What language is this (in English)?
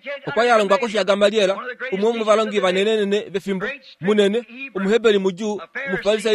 Kuanyama